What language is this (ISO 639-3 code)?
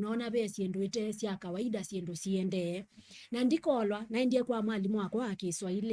kam